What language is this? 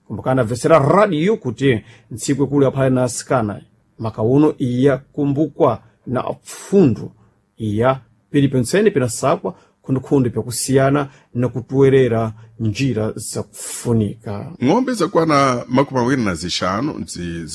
Sena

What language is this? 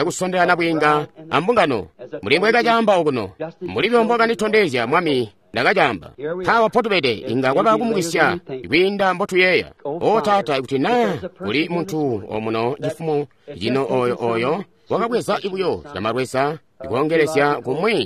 Tonga (Zambia)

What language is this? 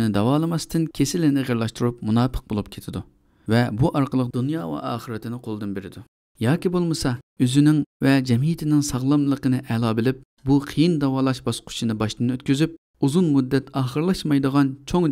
Uyghur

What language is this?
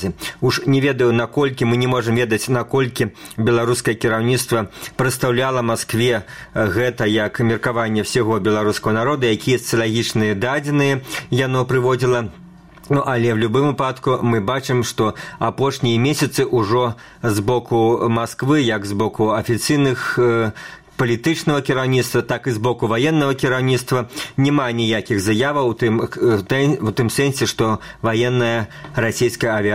Belarusian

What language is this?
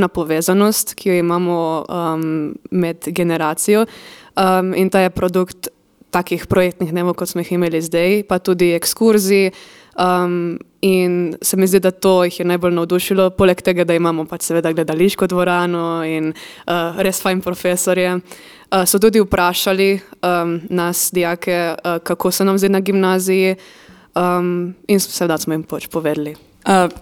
Slovenian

